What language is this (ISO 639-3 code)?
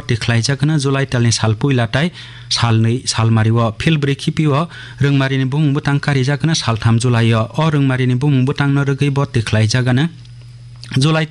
trp